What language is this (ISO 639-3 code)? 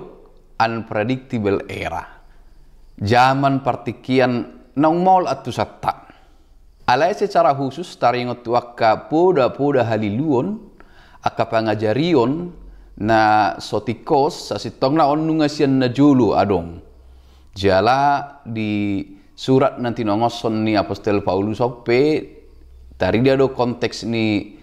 bbc